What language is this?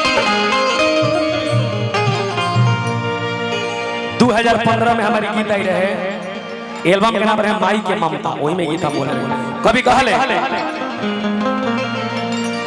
Bhojpuri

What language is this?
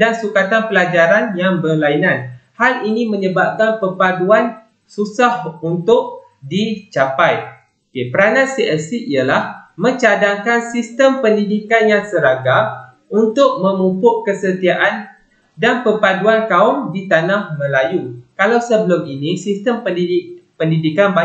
Malay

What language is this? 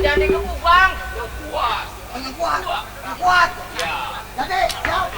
Betawi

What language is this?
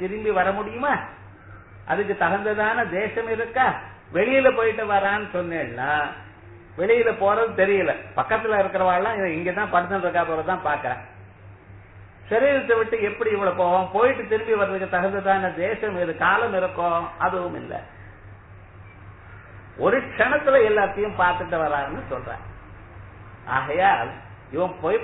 Tamil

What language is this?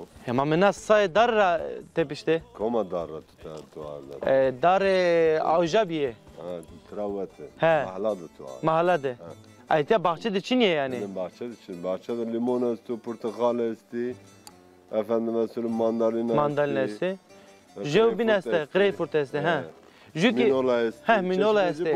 Zaza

